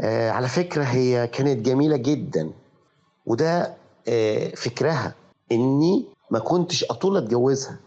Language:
Egyptian Arabic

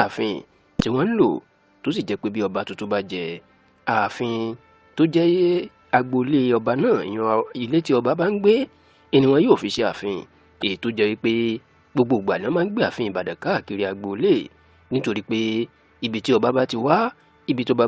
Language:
Yoruba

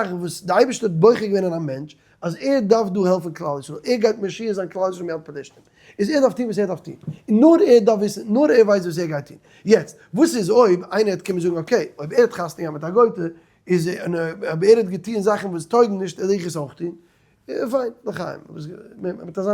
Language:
Yiddish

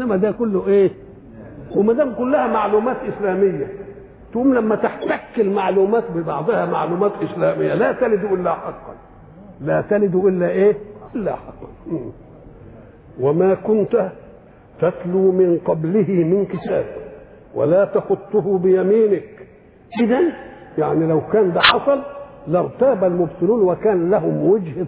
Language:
Egyptian Arabic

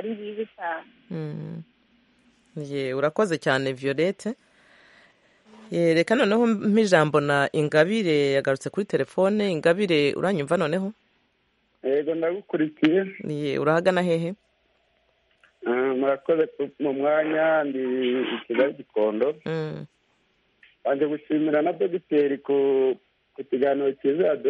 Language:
Kinyarwanda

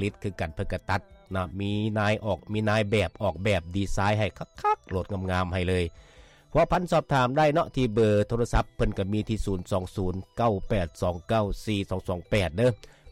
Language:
Lao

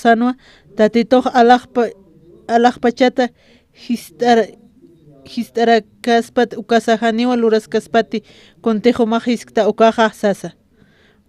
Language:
Aymara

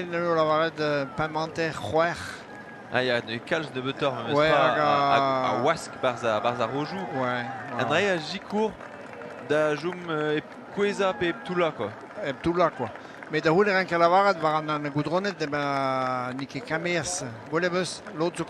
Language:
Breton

